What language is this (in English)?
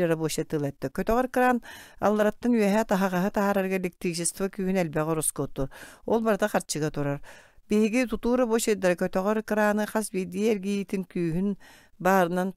Yakut